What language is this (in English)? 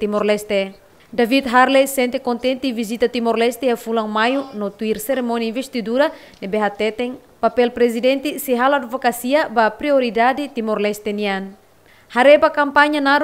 Tetum